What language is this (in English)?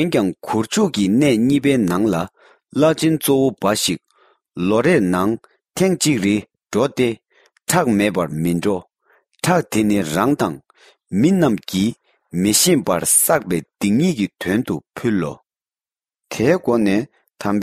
Tibetan